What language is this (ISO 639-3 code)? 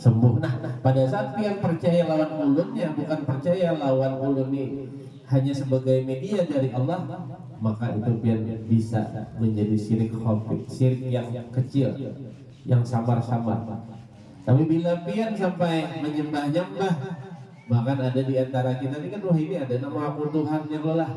bjn